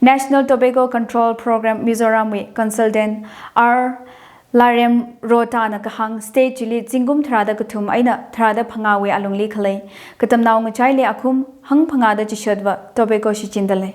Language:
Tangkhul Naga (India)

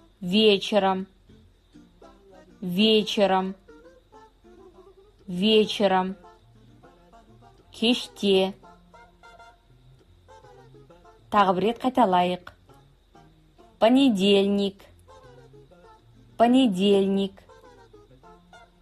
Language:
Kazakh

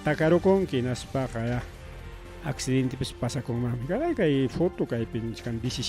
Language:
Ayacucho Quechua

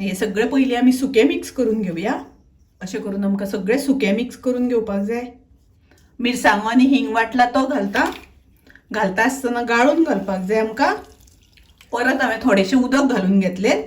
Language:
Konkani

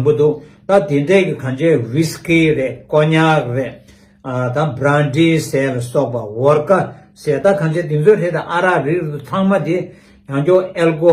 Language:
Tibetan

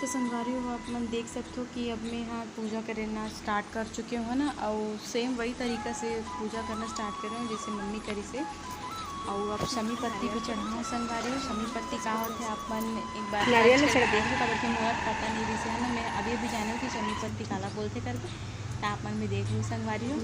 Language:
Chhattisgarhi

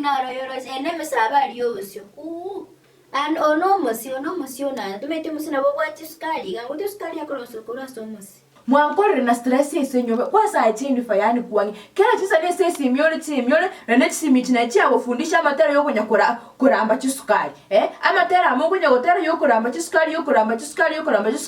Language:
Gusii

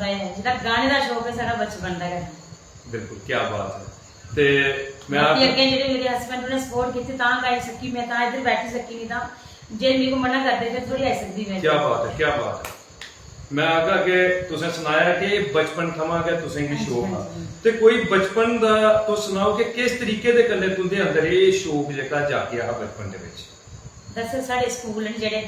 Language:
Dogri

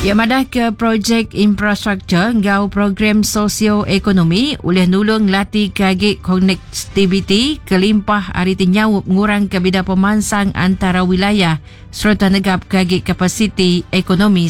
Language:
Iban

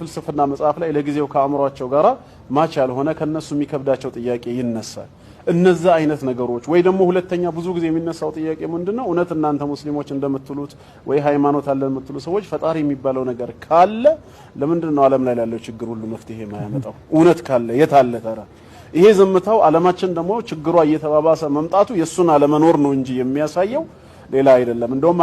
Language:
Amharic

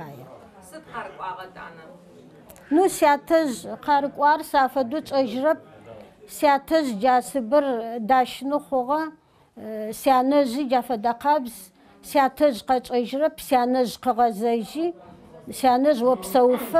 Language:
Adyghe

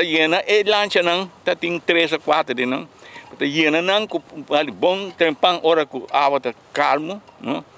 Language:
Papiamento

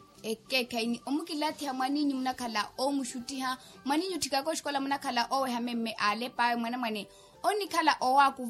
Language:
Makhuwa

